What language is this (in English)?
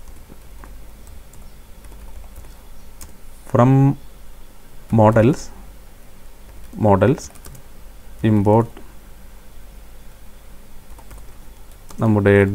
Malayalam